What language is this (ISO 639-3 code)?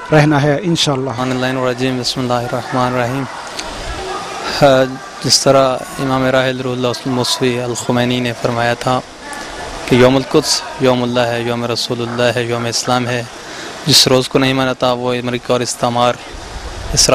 urd